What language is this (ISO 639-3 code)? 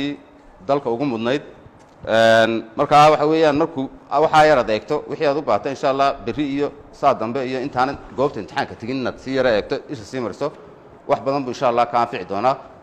som